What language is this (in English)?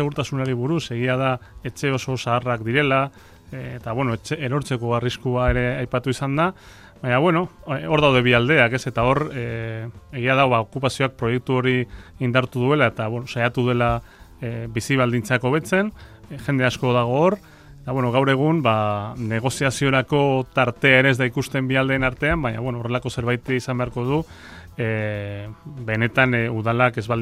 Basque